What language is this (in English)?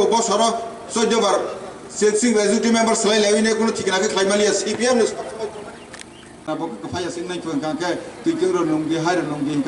Kok Borok